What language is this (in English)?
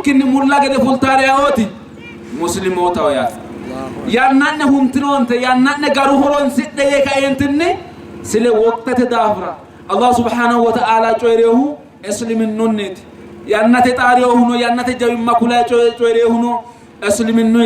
Sidamo